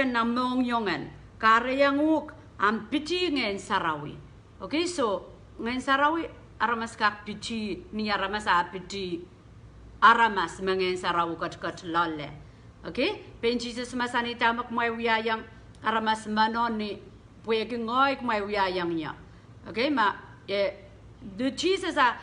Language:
Pohnpeian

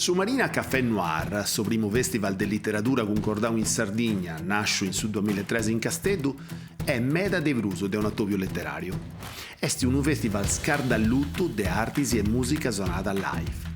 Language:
Sardinian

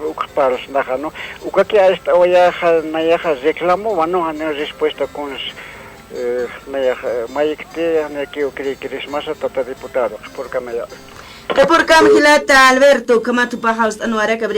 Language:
Aymara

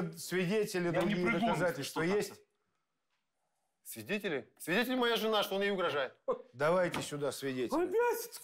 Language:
Russian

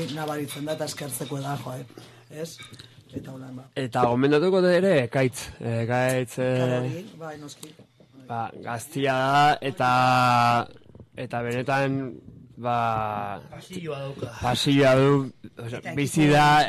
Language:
Basque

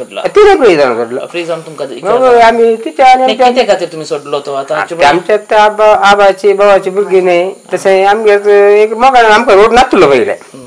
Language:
Konkani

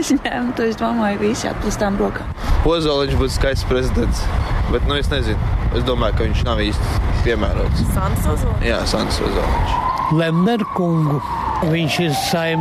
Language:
Latvian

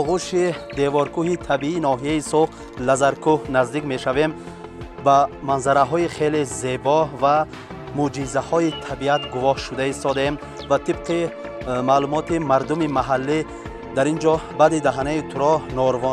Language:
Tajik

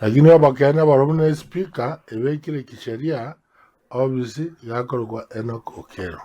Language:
Gusii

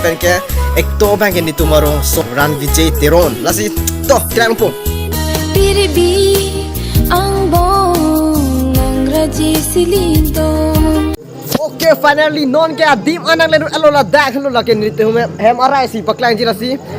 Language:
Karbi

